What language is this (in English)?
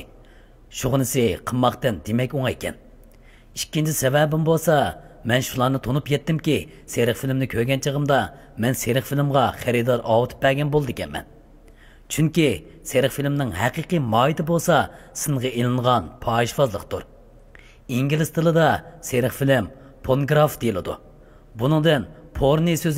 Uyghur